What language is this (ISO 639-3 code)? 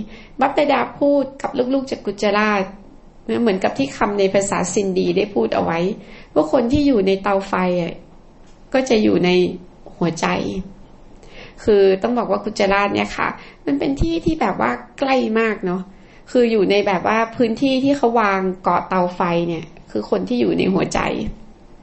tha